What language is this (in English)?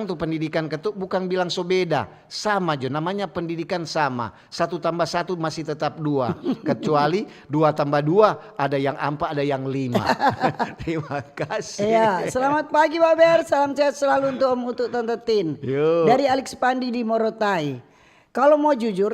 Manado Malay